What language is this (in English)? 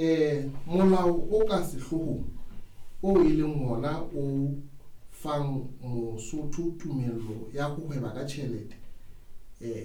Southern Sotho